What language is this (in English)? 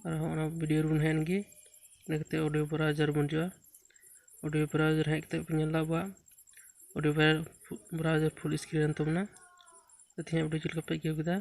Santali